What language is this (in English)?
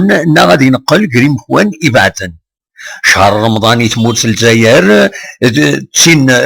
Kabyle